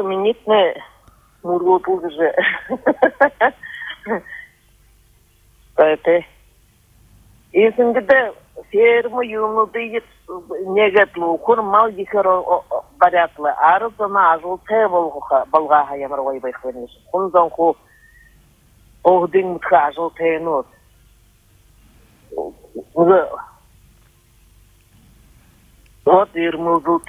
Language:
Buriat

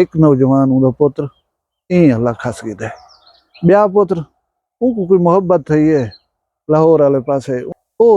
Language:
Saraiki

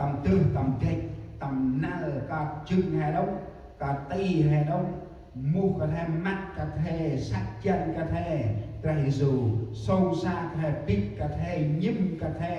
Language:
Central Mnong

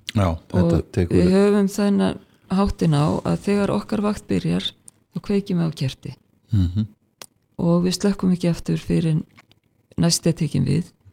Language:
Icelandic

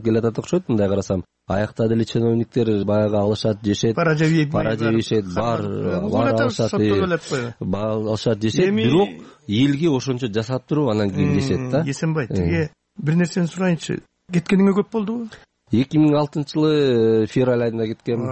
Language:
Kyrgyz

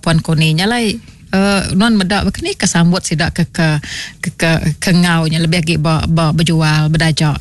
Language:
Iban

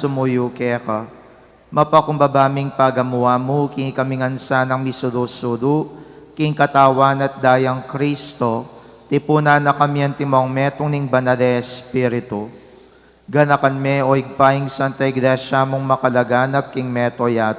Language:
Pampanga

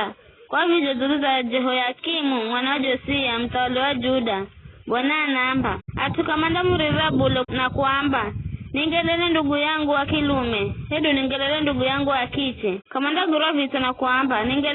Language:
Giryama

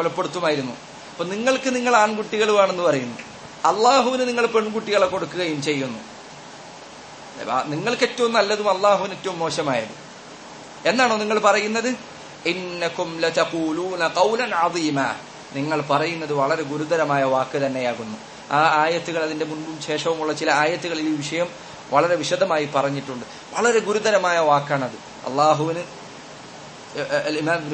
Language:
Malayalam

